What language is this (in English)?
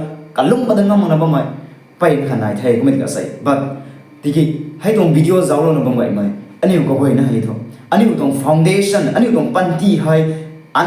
Rongmei Naga